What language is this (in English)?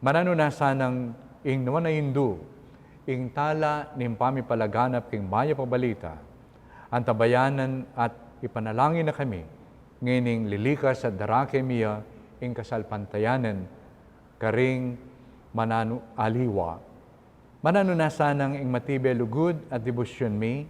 Pampanga